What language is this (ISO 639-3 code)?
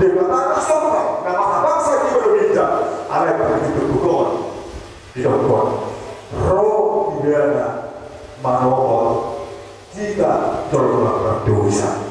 bbc